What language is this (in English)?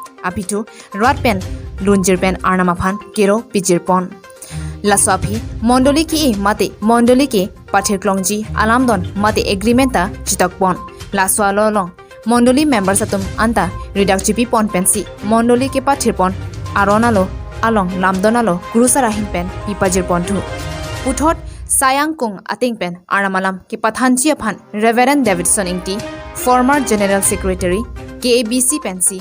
Karbi